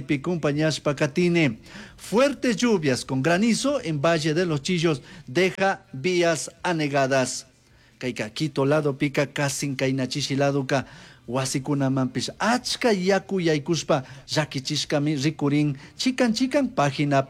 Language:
Chimborazo Highland Quichua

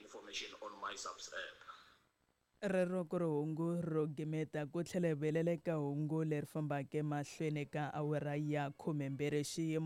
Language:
Tsonga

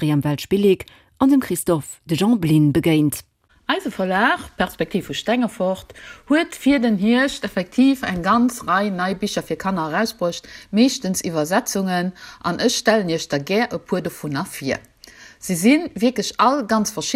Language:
Luxembourgish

